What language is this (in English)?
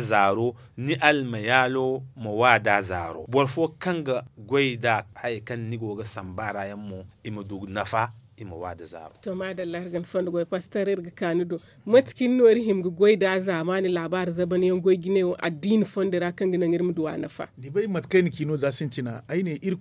Zarma